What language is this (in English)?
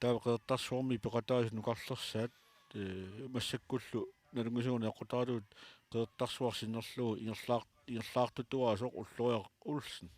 Kalaallisut